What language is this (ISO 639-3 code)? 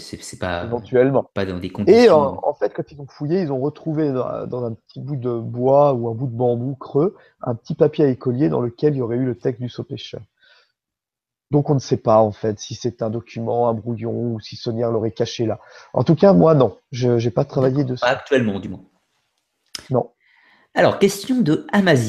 fra